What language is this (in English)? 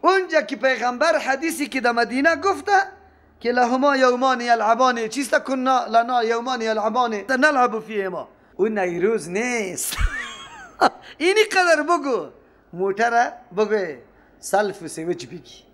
Persian